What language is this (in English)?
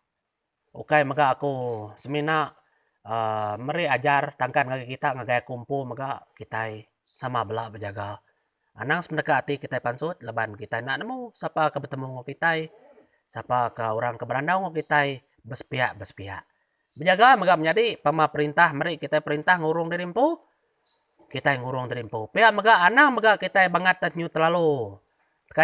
Iban